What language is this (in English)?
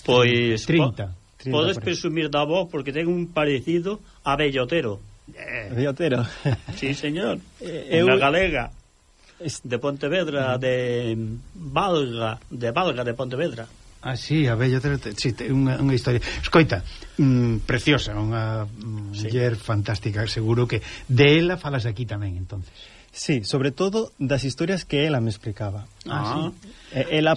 Galician